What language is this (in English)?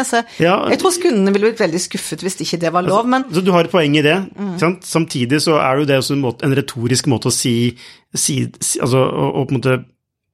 Norwegian